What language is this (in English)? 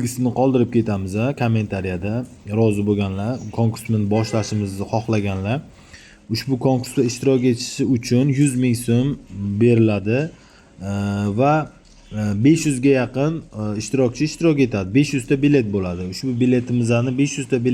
Uzbek